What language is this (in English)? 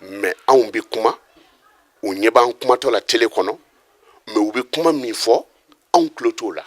Bambara